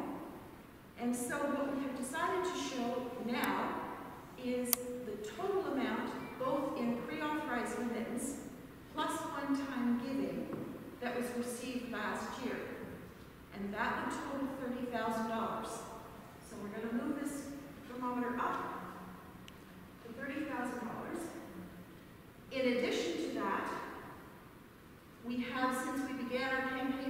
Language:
English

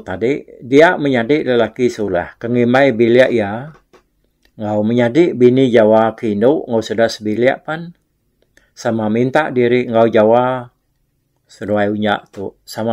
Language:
Iban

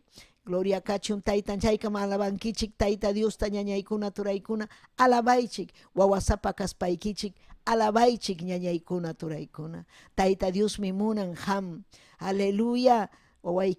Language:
Ayacucho Quechua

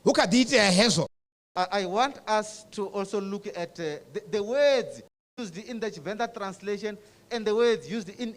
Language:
Venda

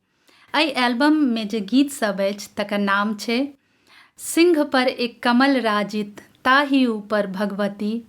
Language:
Maithili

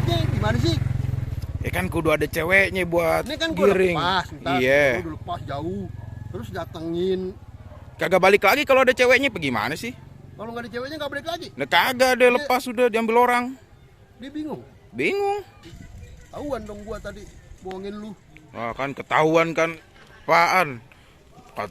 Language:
Betawi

